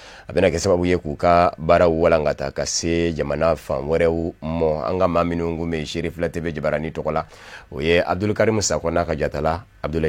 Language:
Bambara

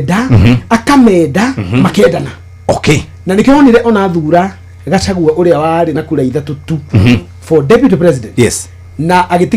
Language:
Kikuyu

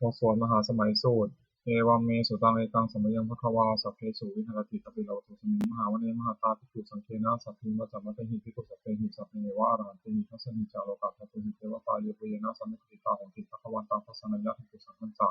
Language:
Pali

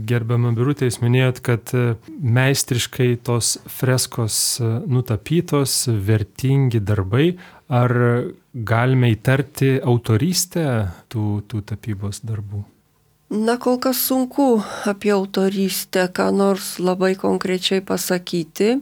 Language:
Lithuanian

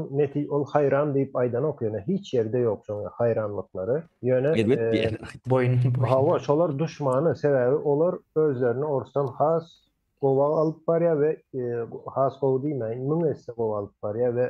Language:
Turkmen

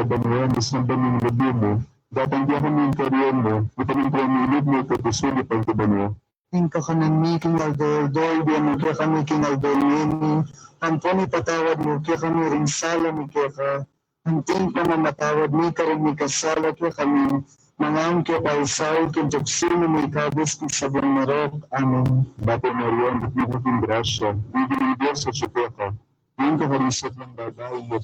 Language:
Pampanga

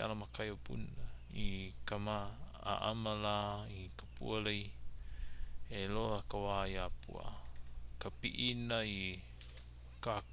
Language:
Hawaiian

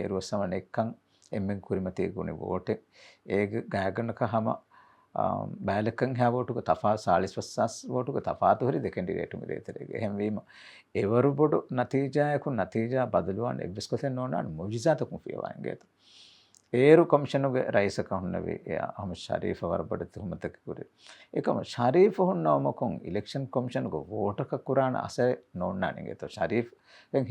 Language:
Divehi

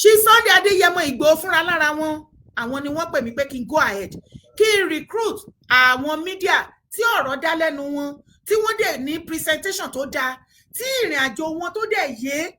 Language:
Yoruba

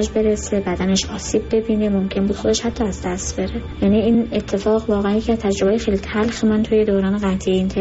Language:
Persian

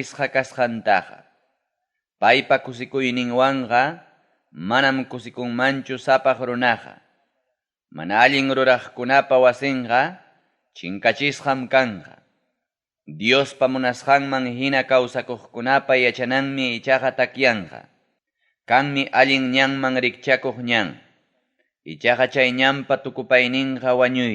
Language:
Ayacucho Quechua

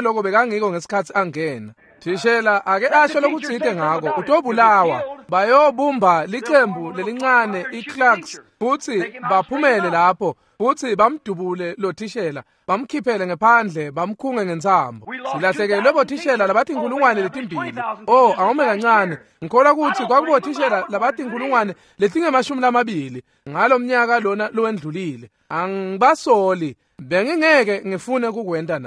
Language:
Swati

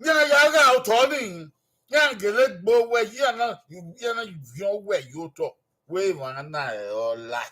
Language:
Bini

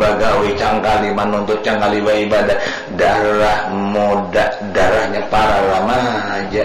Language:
Banjar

